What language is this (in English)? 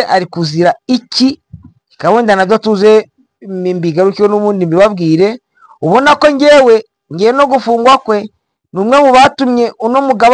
Kinyarwanda